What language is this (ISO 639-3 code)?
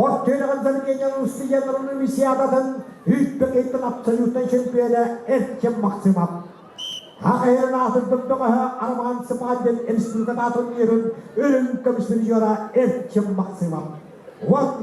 sah